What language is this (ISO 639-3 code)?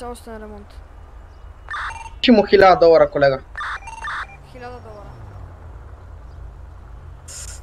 bul